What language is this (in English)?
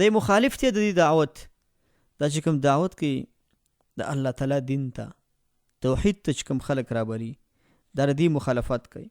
Pashto